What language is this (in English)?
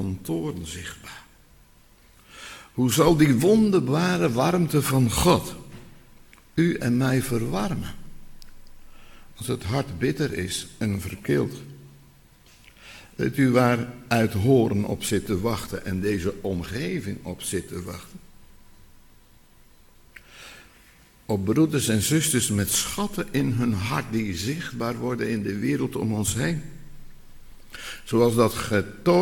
Dutch